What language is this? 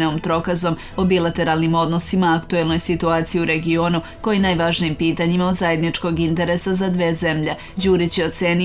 Serbian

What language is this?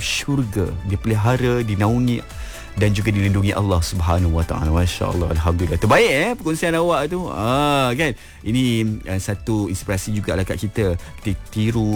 Malay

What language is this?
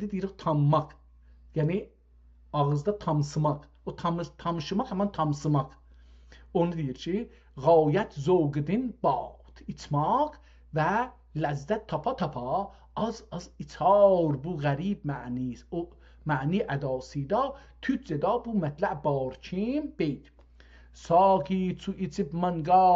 South Azerbaijani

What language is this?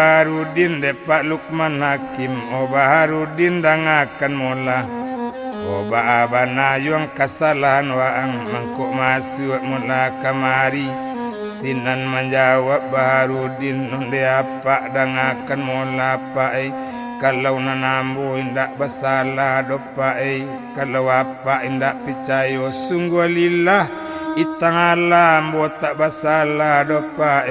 Minangkabau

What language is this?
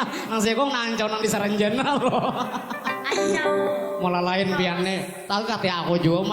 Banjar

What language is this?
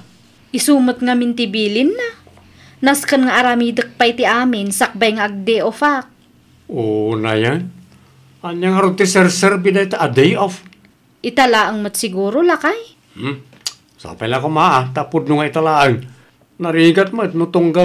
Iloko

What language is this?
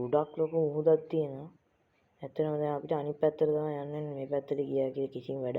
Sinhala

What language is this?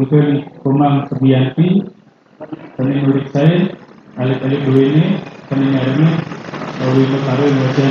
Balinese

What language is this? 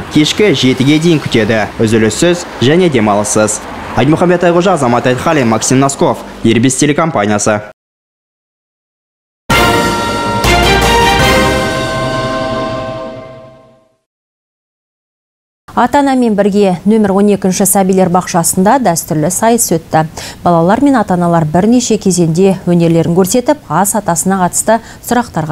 Kazakh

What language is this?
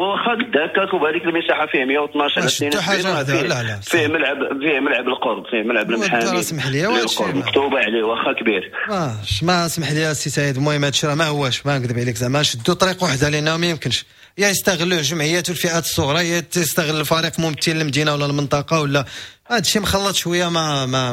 Moroccan Arabic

